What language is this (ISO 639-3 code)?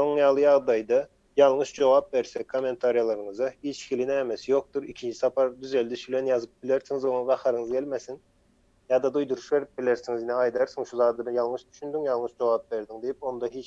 tuk